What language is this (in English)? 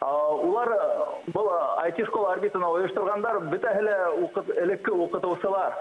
Bashkir